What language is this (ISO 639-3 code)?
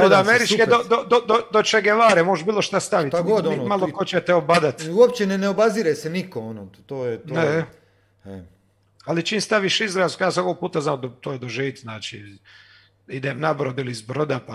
hrv